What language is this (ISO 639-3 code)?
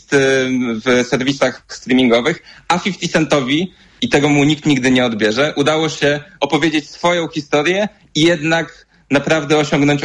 pol